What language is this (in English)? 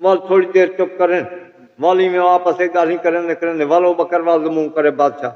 Saraiki